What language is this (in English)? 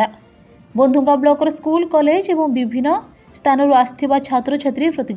Odia